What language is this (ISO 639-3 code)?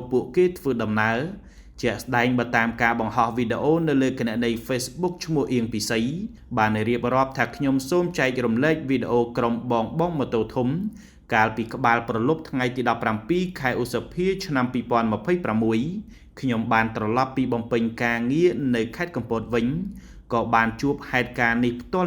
khm